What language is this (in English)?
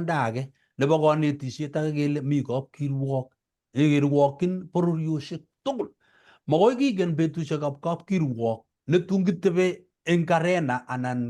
Kalenjin